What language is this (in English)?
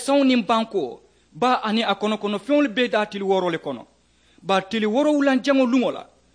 Mandingo